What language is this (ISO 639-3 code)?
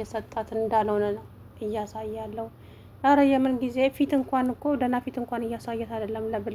amh